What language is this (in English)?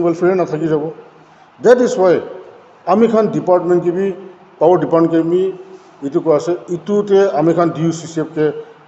Naga Pidgin